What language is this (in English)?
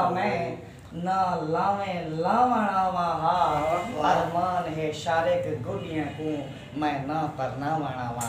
Saraiki